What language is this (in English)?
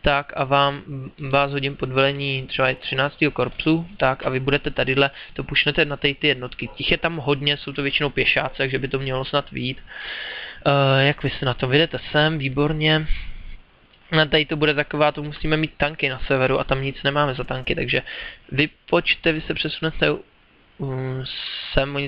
Czech